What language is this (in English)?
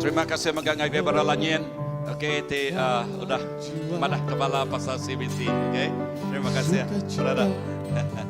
Iban